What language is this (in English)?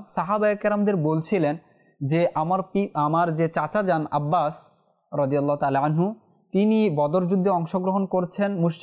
Bangla